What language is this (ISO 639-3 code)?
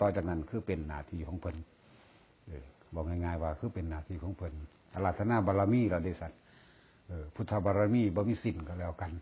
tts